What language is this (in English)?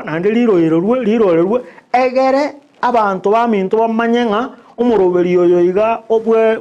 Gusii